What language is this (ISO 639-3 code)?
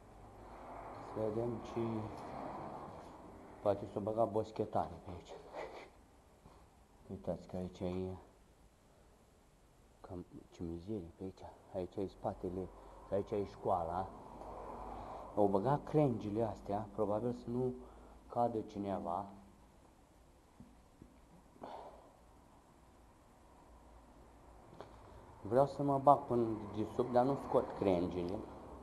ron